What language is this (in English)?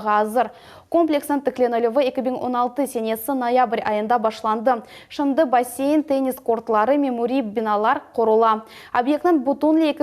Crimean Tatar